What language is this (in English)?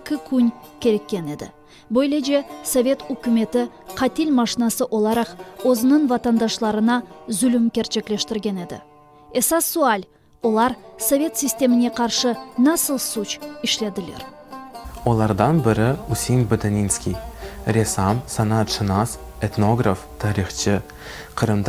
Crimean Tatar